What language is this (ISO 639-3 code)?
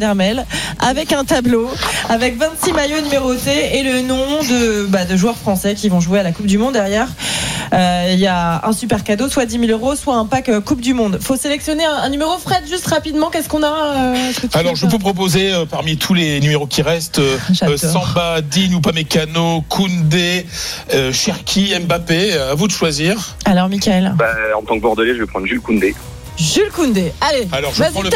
fra